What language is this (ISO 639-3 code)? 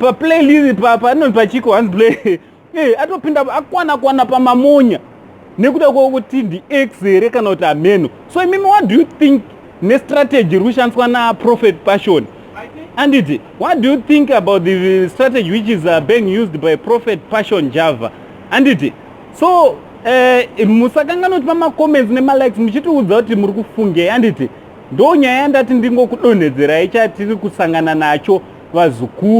sna